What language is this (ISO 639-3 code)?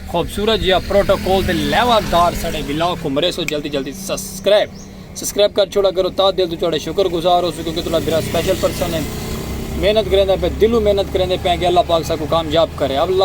skr